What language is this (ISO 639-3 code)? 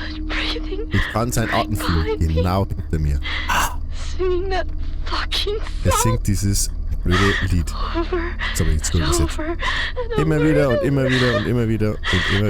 bar